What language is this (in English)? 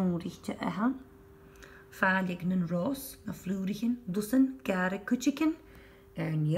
Scottish Gaelic